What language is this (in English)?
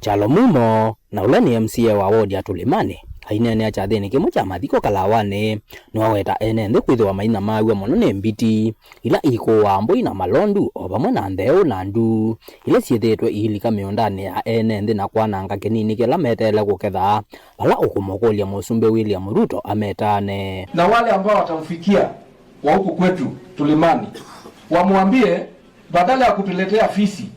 Kamba